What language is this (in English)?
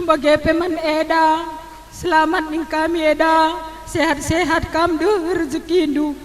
Batak Karo